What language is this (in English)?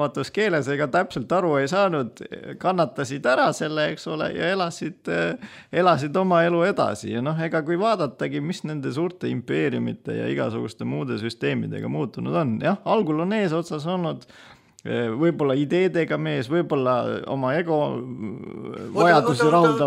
Estonian